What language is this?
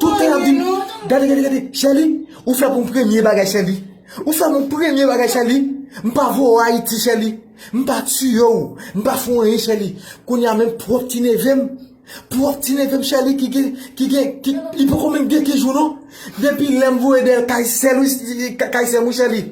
Haitian Creole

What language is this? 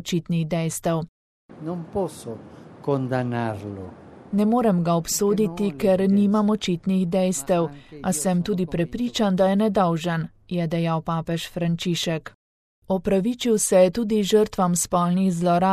Slovenian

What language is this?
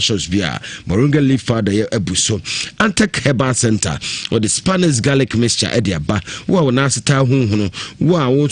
Akan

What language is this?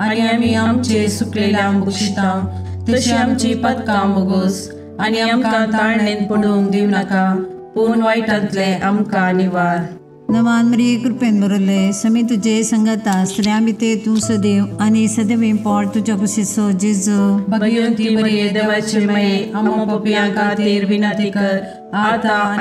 Konkani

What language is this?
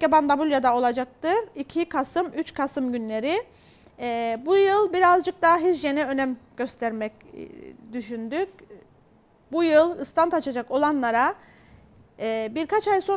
Turkish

